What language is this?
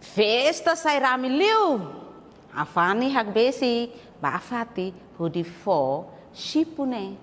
Tetum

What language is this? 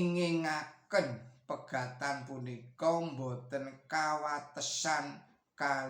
Javanese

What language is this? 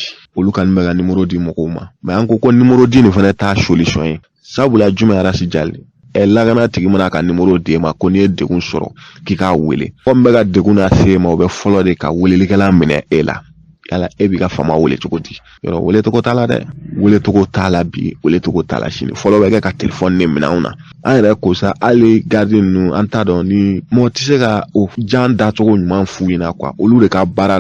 Bambara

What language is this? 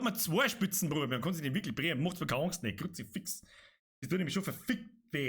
Bavarian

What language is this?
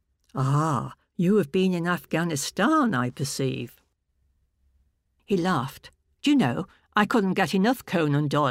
English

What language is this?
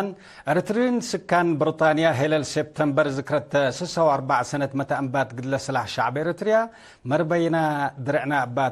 Tigre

